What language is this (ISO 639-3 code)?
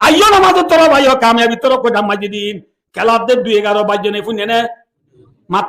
rhg